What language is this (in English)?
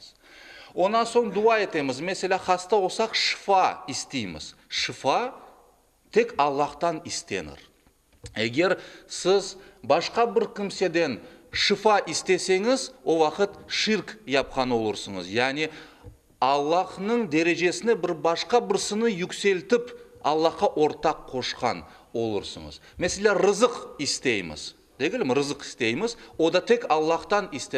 Crimean Tatar